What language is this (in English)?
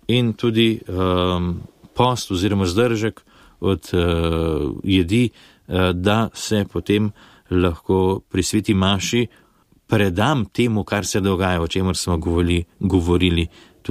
Slovenian